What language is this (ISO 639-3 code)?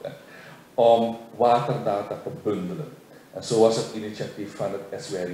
nld